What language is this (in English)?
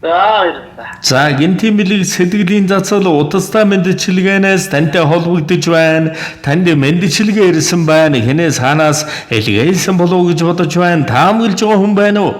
Mongolian